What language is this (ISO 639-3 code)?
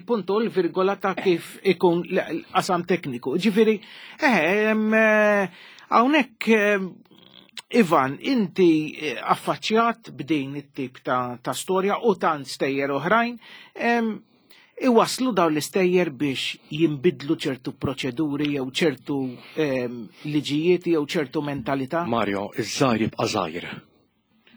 mlt